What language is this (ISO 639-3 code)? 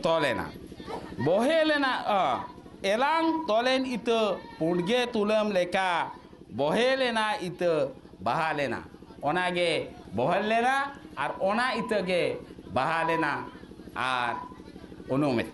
sat